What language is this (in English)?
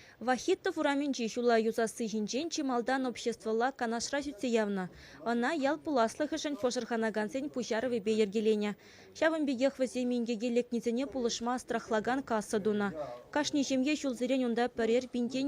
Chuvash